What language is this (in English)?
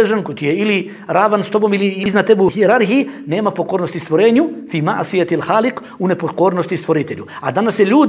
Bosnian